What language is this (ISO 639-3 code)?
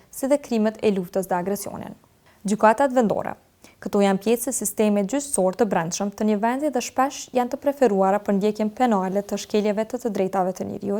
sqi